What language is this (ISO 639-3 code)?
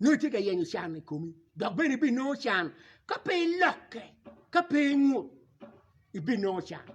ach